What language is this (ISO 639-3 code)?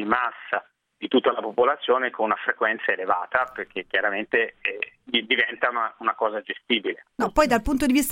ita